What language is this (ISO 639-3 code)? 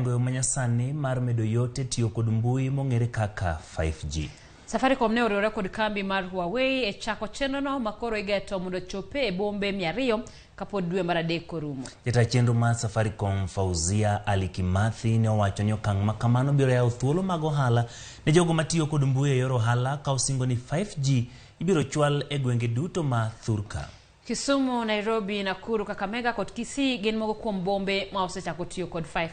luo